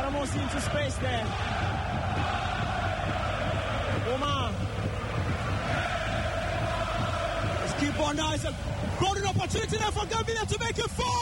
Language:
English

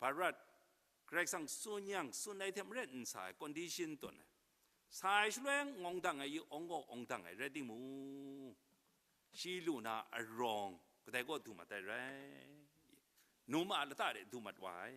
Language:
Kachin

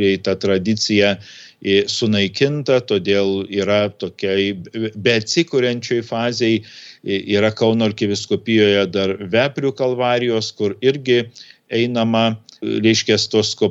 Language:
Lithuanian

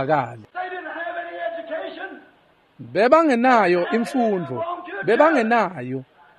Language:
Swati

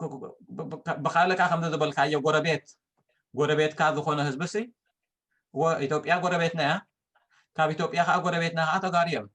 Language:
Tigrinya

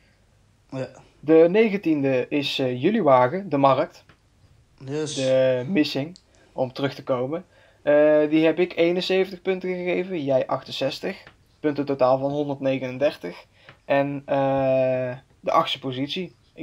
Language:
Dutch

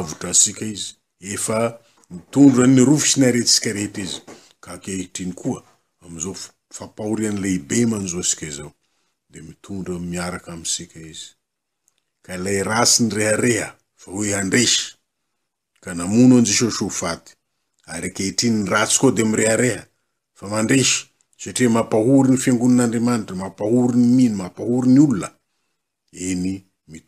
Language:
Malagasy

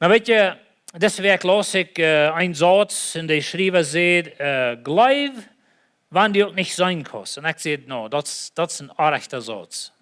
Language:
Plautdietsch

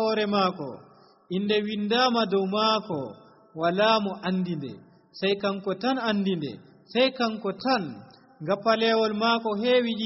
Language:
Nigerian Fulfulde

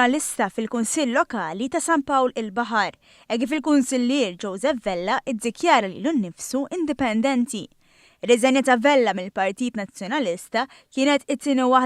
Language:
Maltese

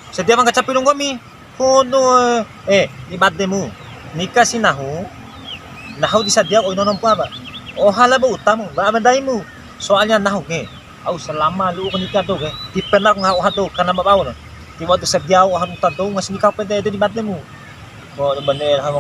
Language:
Bima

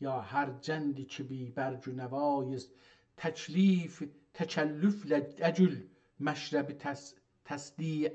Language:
South Azerbaijani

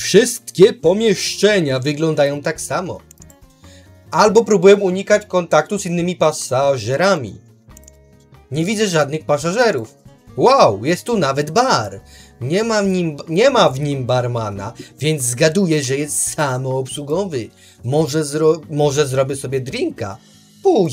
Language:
Polish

